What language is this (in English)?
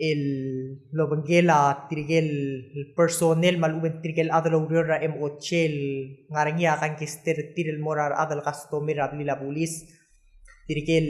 Palauan